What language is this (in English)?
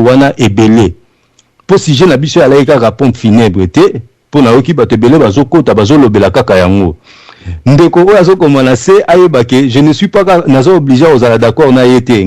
Lingala